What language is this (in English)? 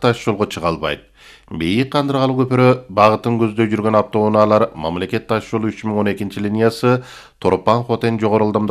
Kyrgyz